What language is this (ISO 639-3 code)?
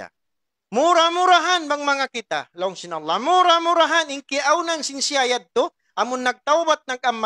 tsg